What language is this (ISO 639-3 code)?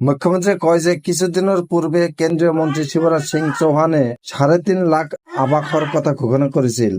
asm